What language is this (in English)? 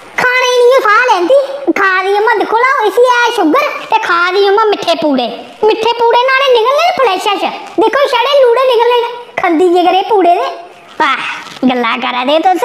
Dogri